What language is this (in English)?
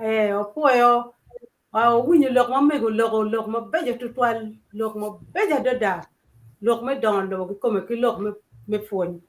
Acoli